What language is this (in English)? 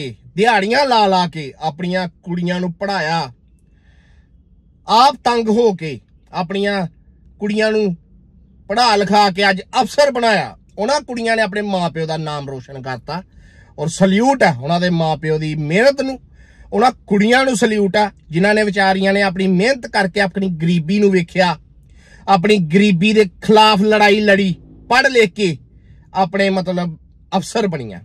Punjabi